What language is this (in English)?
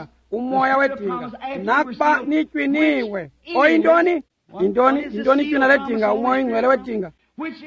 Xhosa